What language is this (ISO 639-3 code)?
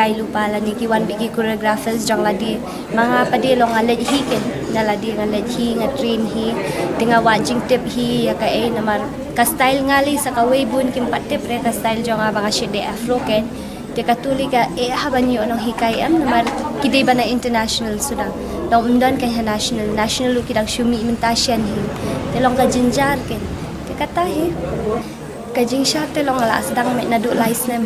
kha